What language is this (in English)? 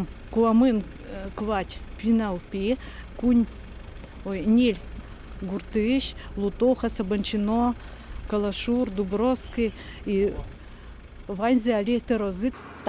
Udmurt